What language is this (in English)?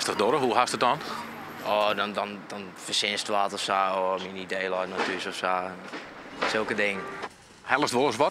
Western Frisian